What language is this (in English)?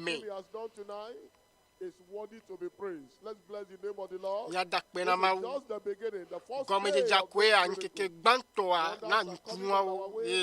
Ewe